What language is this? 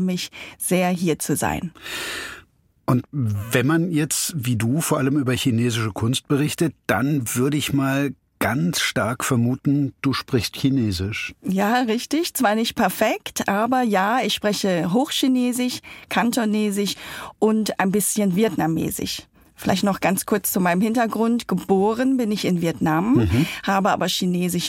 German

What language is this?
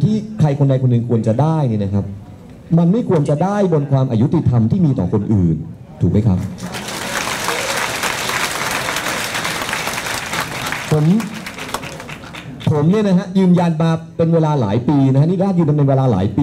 Thai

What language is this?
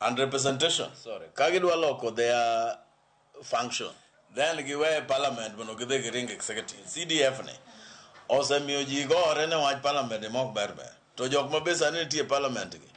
Luo (Kenya and Tanzania)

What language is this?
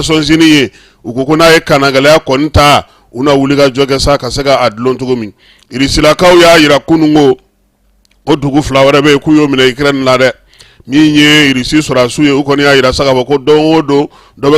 Bambara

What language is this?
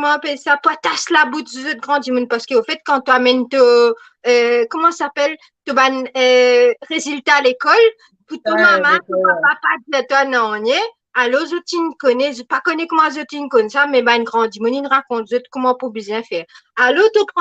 Morisyen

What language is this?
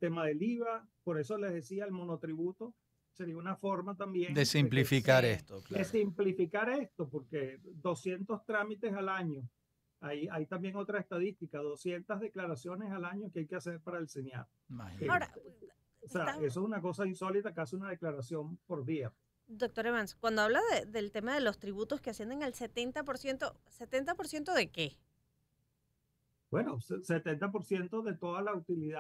Spanish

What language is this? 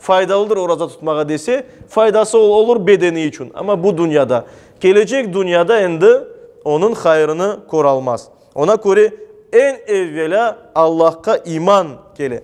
Crimean Tatar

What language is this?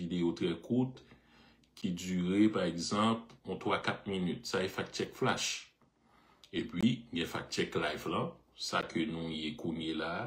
Haitian Creole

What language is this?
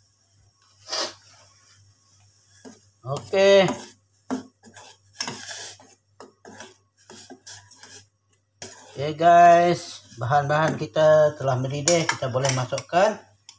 Malay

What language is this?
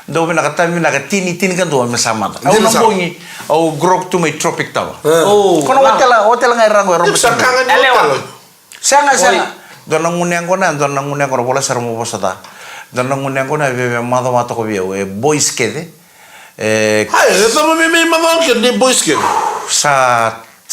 Fijian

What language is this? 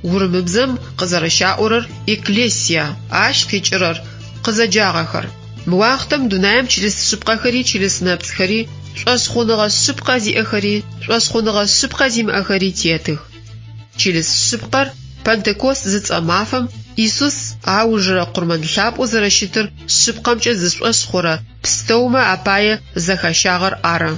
Adyghe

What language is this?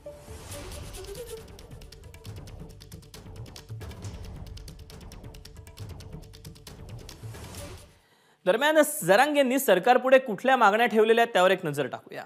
Marathi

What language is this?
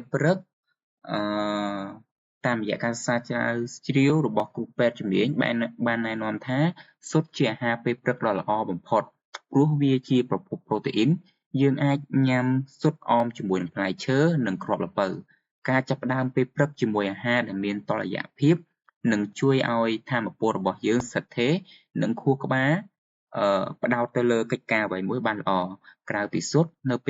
Khmer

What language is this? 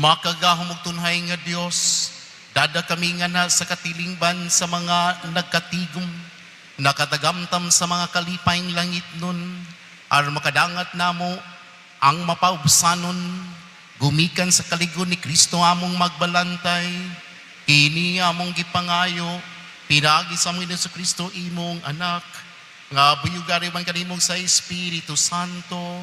Cebuano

